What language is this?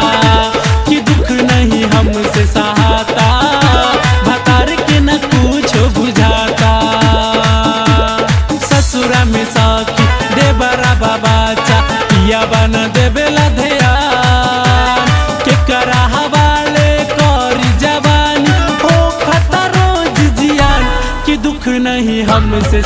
Bhojpuri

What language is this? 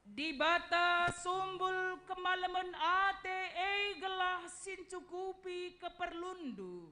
Batak Karo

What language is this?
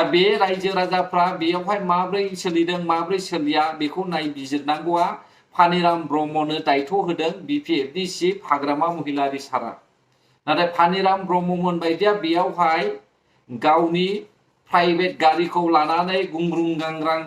Bodo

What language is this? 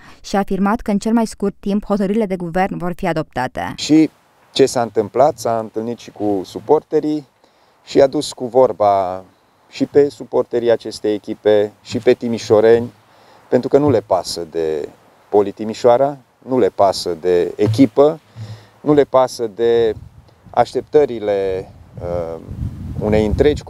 Romanian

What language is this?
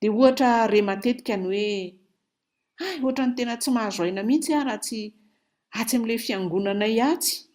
Malagasy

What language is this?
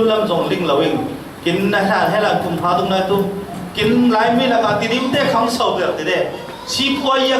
Falam Chin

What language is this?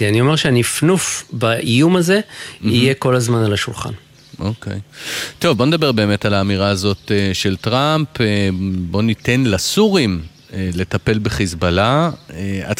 Hebrew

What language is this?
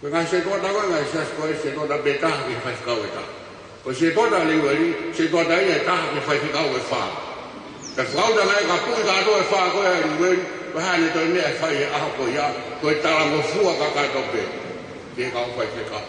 Tongan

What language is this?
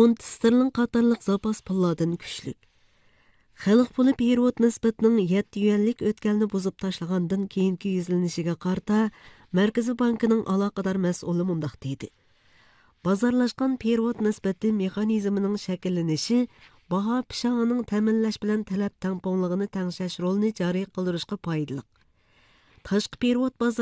Uyghur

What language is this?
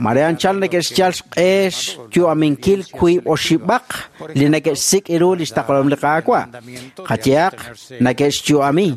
Kekchí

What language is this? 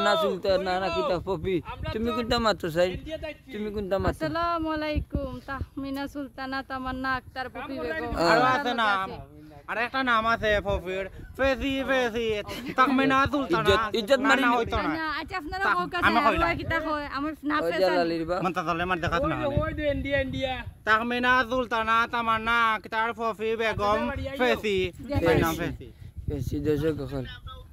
Sylheti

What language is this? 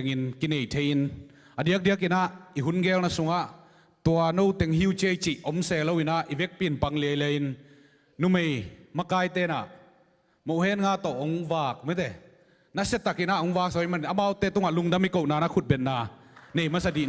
Tedim Chin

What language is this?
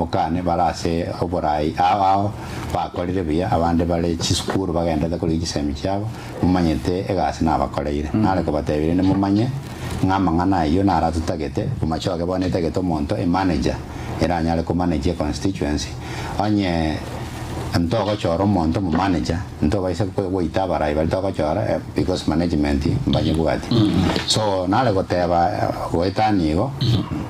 Gusii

